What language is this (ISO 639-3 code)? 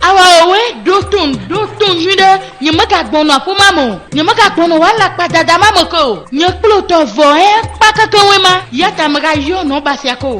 ewe